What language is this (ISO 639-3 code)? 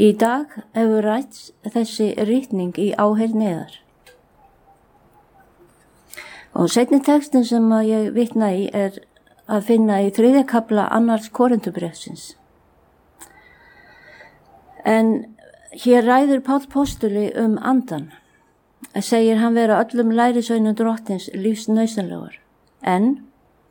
isl